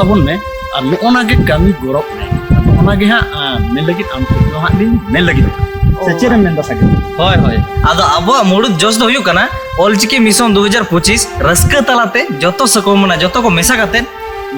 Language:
Santali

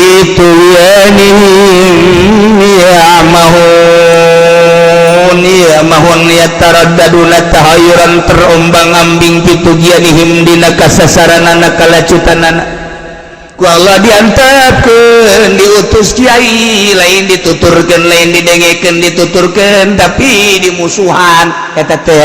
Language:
Sundanese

